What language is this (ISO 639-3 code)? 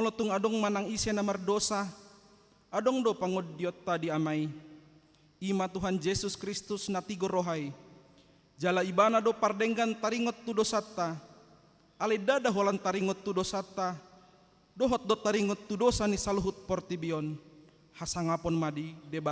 bbc